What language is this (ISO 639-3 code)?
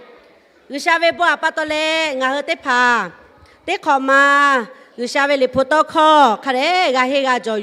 lhu